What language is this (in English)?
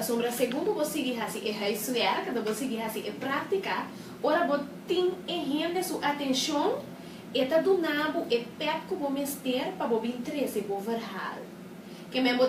Papiamento